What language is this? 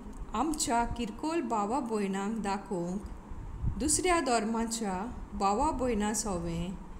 Konkani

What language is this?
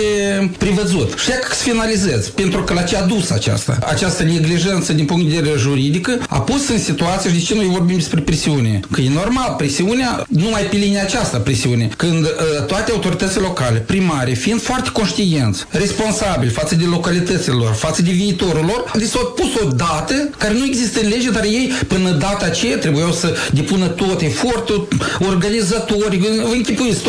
Romanian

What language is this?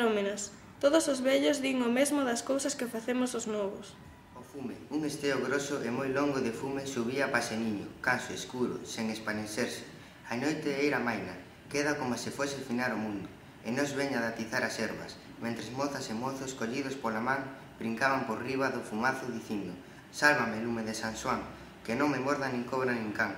Galician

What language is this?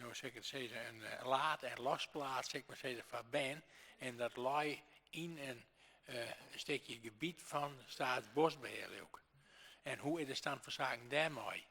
Western Frisian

